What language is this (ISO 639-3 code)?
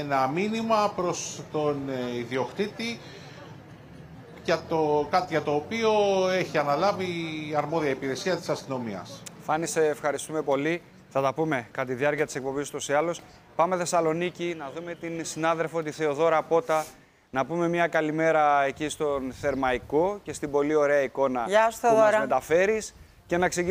ell